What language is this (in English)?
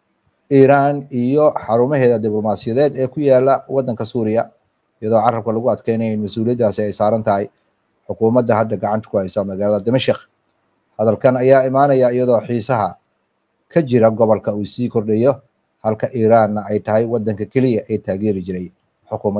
Somali